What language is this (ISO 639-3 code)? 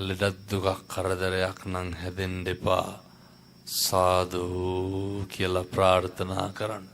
sin